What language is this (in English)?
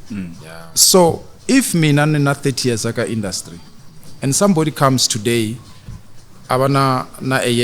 Tsonga